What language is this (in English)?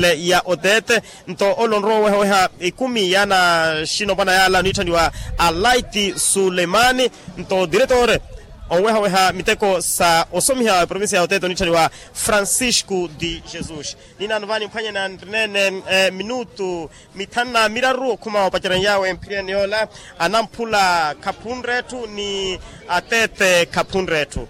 Makhuwa